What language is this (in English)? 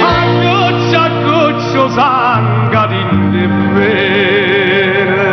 Neapolitan